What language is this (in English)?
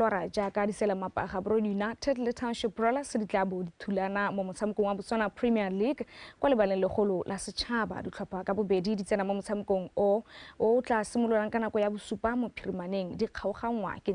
Tswana